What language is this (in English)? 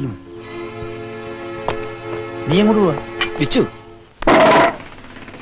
Malayalam